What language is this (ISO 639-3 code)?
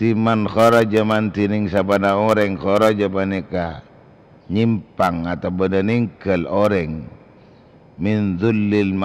mad